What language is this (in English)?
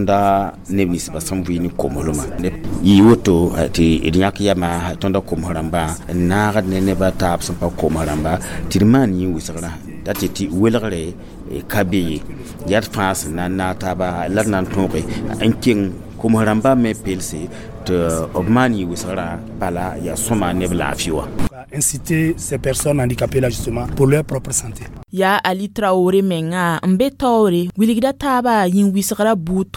Mossi